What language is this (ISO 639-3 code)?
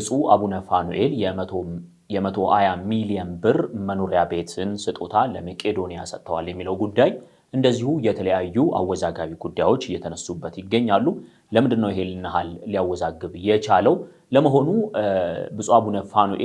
amh